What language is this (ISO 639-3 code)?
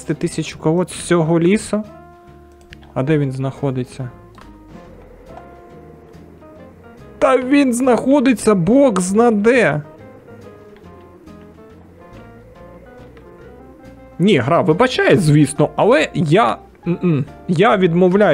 ukr